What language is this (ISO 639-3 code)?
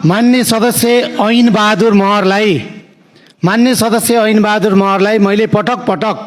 nep